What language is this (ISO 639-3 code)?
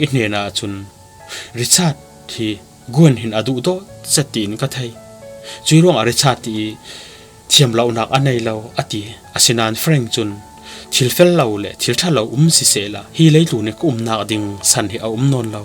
cfm